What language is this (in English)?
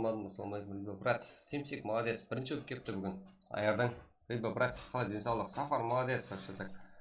Kara-Kalpak